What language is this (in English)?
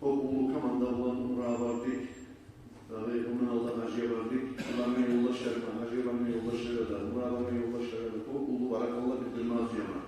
Kumyk